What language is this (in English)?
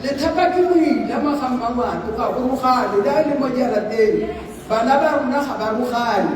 Tswana